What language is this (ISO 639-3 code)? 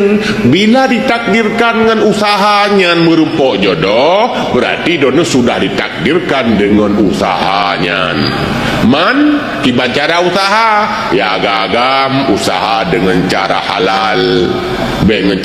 ace